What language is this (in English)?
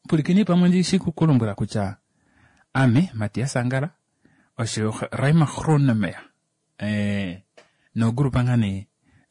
Kuanyama